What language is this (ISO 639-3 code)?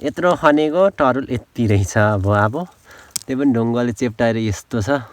nep